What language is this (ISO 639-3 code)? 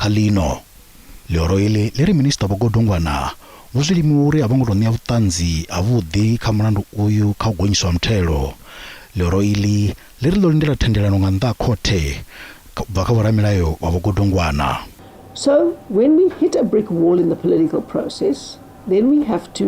ven